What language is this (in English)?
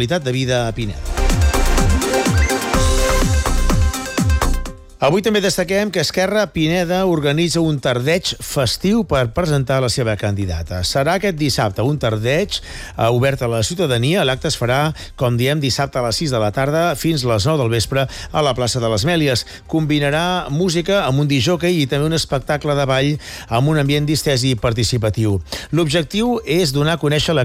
Catalan